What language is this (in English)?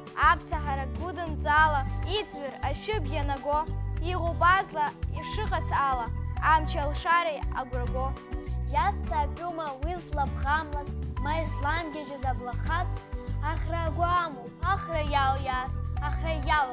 Abkhazian